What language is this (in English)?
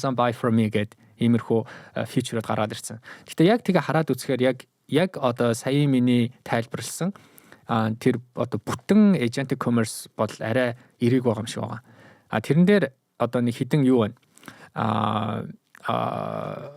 Mongolian